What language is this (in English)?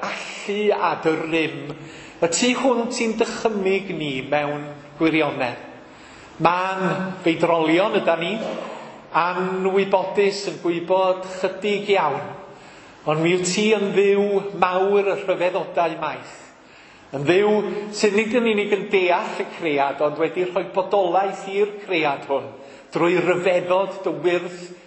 Welsh